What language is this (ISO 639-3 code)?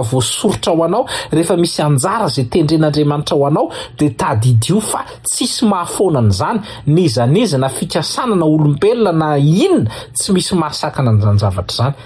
mlg